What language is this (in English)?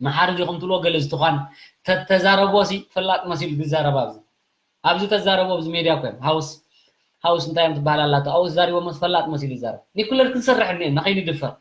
Tigrinya